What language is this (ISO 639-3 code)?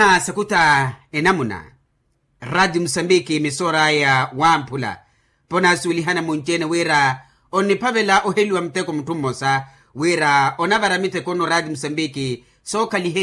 vmw